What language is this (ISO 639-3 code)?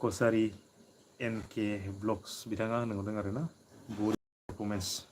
brx